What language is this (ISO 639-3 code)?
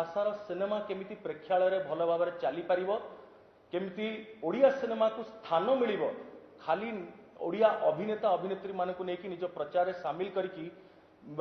ori